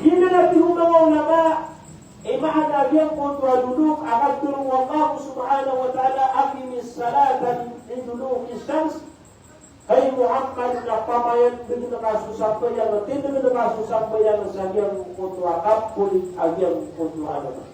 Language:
Maranao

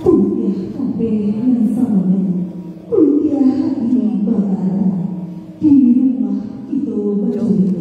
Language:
Minangkabau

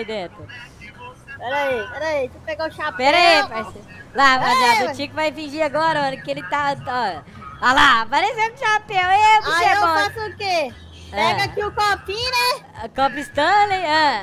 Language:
Portuguese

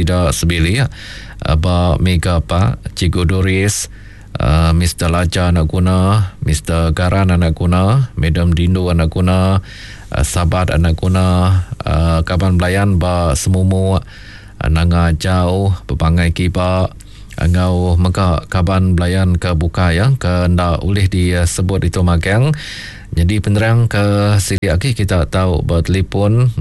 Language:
Iban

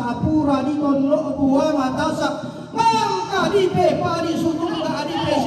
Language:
Toraja-Sa'dan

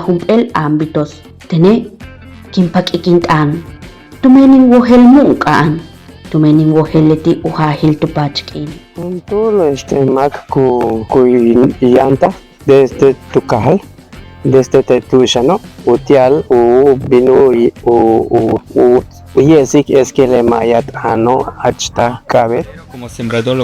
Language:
Yucateco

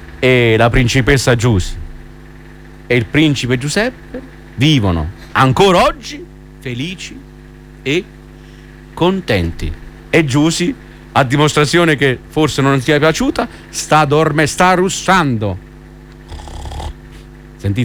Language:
Italian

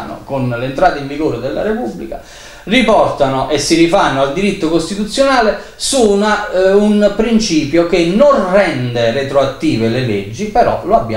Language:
Italian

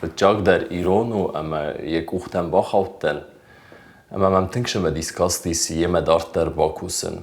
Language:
Ossetic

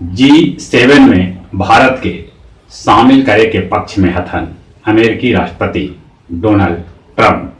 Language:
Magahi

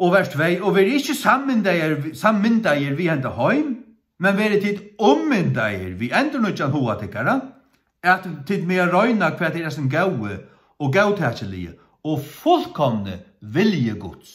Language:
Faroese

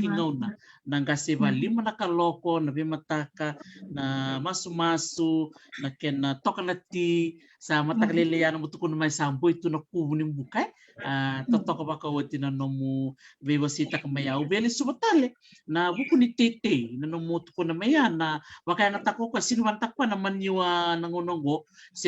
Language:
Fijian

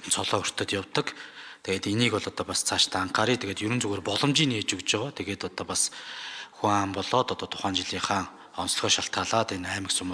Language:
Mongolian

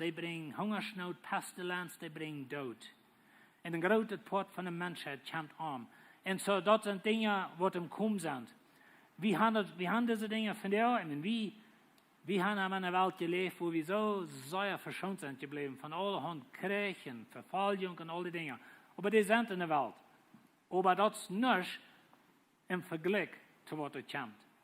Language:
Plautdietsch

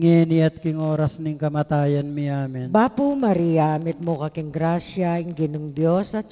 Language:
Pampanga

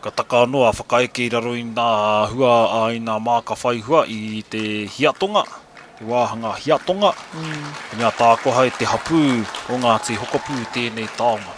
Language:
Māori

